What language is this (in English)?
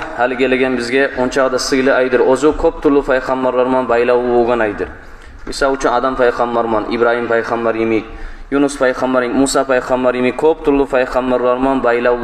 Kumyk